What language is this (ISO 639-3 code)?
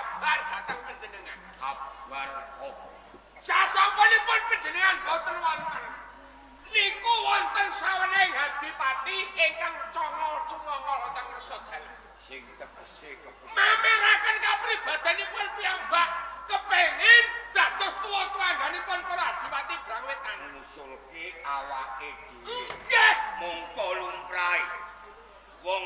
jav